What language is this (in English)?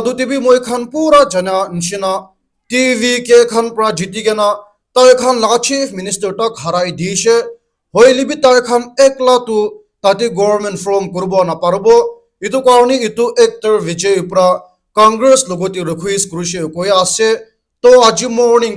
Naga Pidgin